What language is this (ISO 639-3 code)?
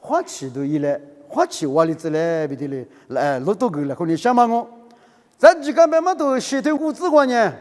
lis